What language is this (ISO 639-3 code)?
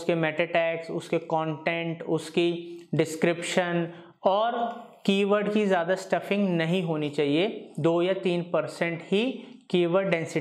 hin